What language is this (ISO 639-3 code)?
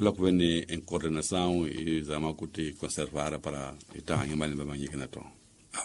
tso